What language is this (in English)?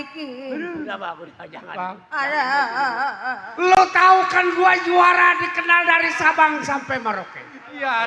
Betawi